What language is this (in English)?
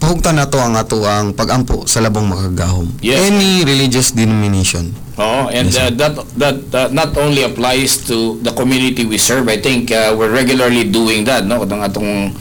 Cebuano